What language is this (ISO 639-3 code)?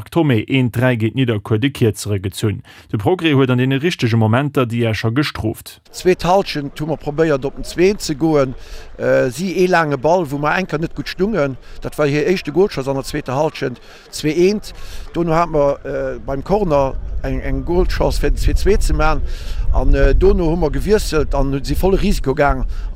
ltz